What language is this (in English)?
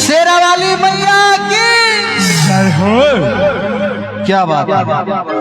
Maithili